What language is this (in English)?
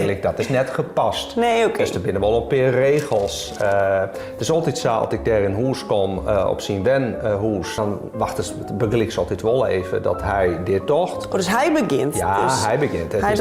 Western Frisian